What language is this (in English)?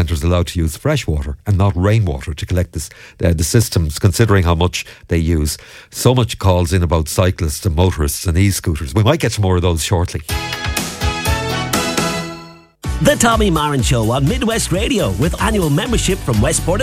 English